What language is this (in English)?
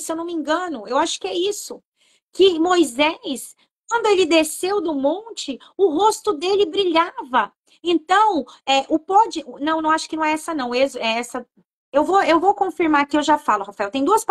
Portuguese